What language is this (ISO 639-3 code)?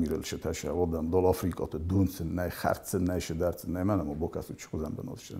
oss